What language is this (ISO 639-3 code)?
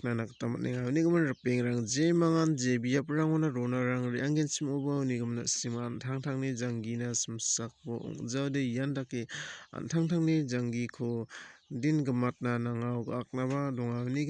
grt